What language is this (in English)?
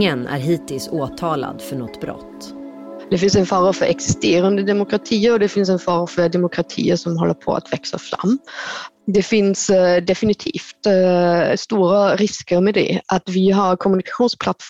Swedish